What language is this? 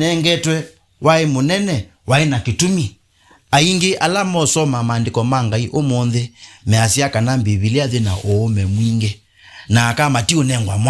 Kamba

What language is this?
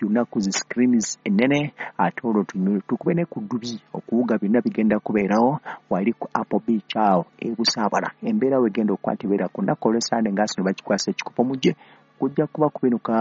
Ganda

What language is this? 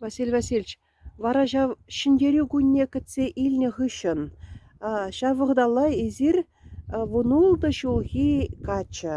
Chuvash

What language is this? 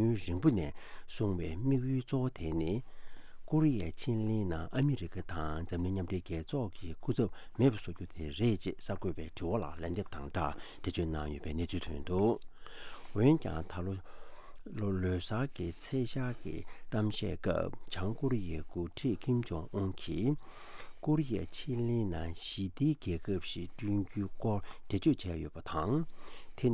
Tibetan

